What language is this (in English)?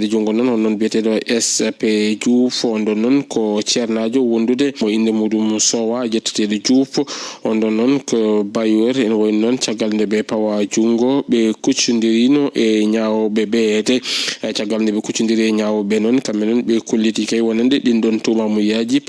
Fula